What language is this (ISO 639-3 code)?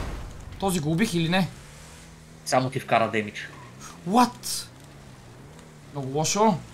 bul